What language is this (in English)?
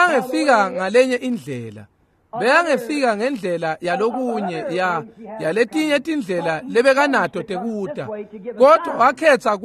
Swati